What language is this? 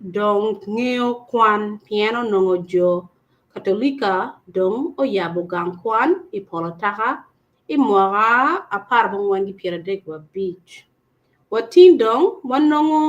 Acoli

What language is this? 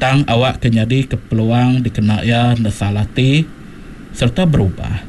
Iban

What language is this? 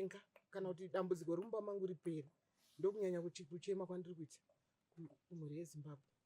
Shona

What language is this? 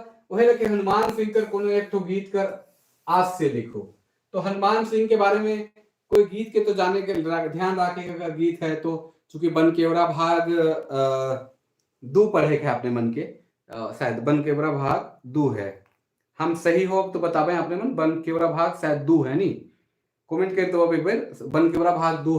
Sadri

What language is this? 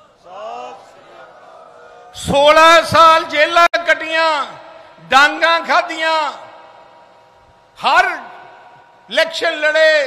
Punjabi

